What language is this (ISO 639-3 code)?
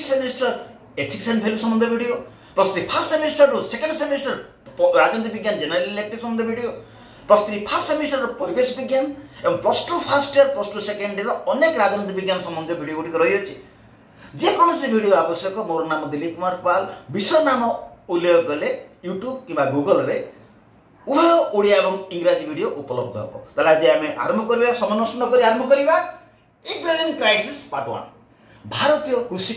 ori